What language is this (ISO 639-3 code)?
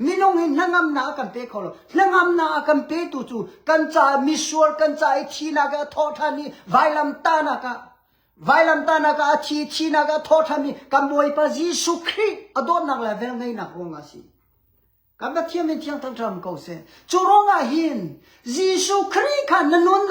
cnh